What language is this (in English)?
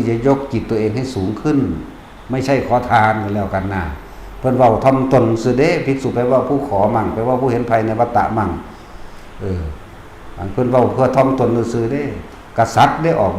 Northeastern Thai